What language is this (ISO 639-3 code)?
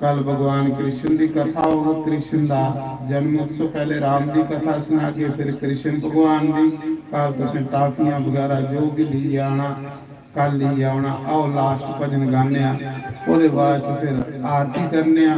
doi